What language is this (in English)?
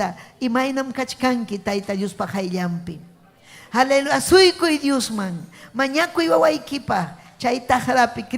Ayacucho Quechua